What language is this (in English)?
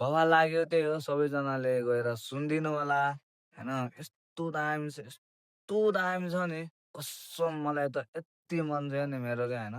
Nepali